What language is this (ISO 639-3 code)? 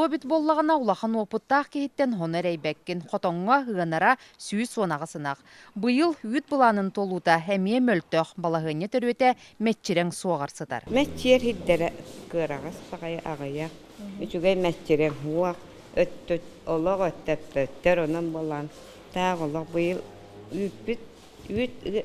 sah